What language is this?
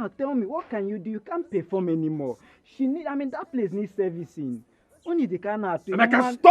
Nigerian Pidgin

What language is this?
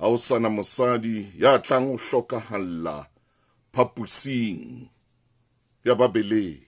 Southern Sotho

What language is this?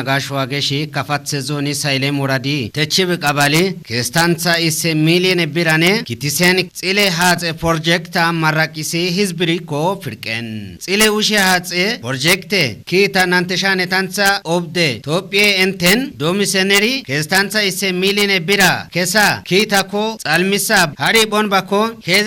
Kafa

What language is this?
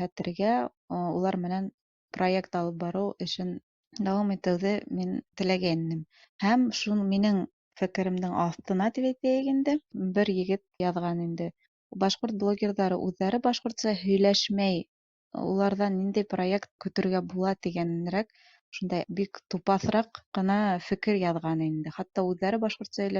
Bashkir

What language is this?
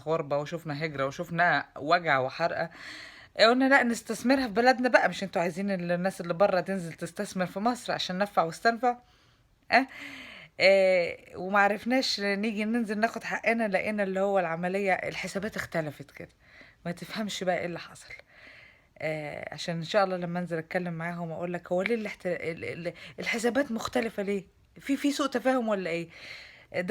Egyptian Arabic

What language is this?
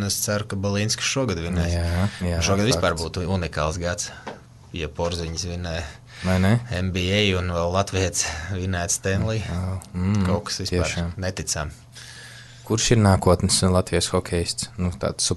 Latvian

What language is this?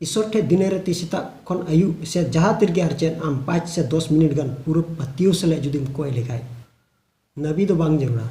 Santali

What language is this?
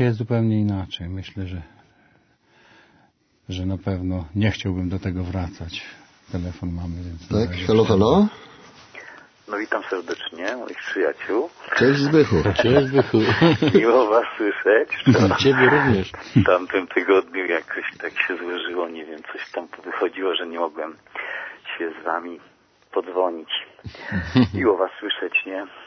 Polish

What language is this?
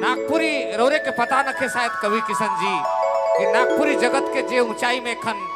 Sadri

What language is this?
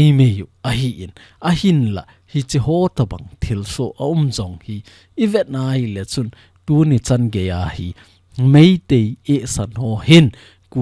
Thado Chin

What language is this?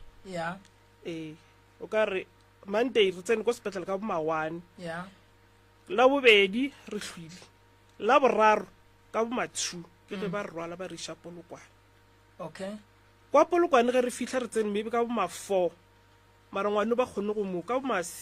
Northern Sotho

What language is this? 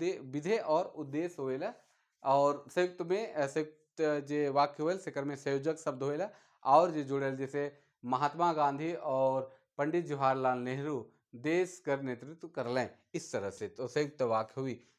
Sadri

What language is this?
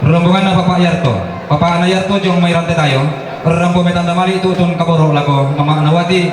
Toraja-Sa'dan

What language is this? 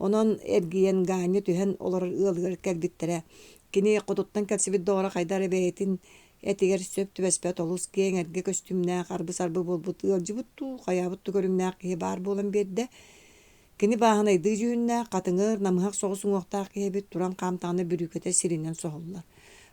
Yakut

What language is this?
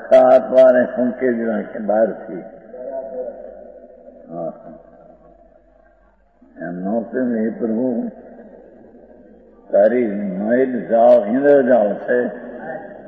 Gujarati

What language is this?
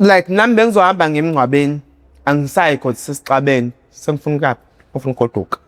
Zulu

